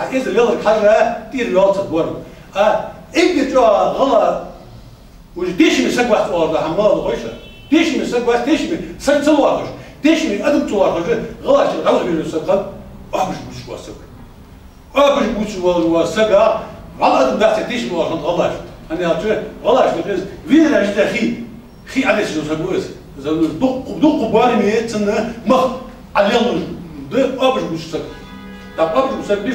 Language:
Ingush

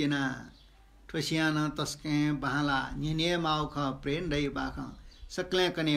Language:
Newari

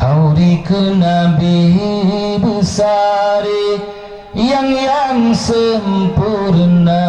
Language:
Achinese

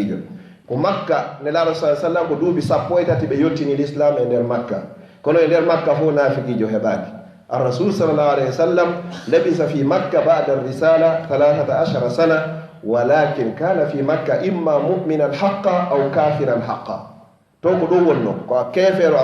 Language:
Fula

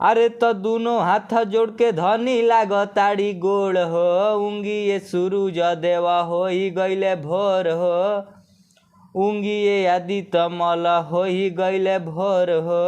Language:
Bhojpuri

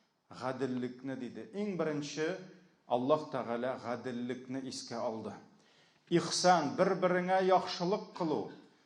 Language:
Tatar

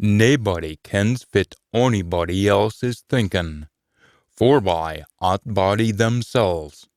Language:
Scots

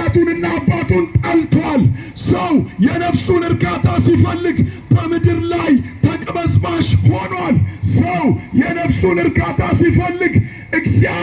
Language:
Amharic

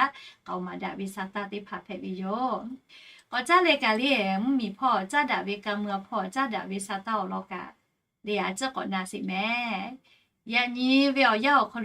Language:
Lahu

